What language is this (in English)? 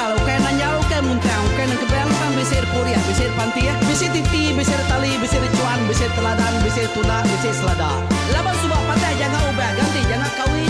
Iban